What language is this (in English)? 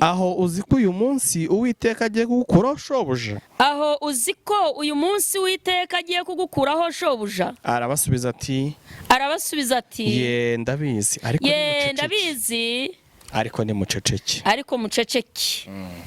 Kinyarwanda